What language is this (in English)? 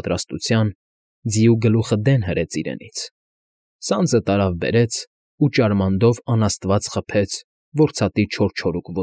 Armenian